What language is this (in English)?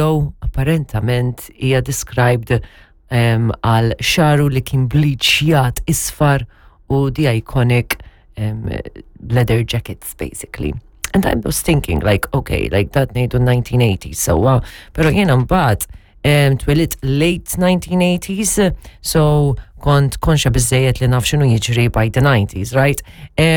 Maltese